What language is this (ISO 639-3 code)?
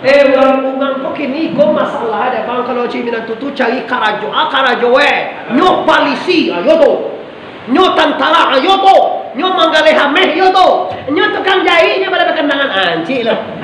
min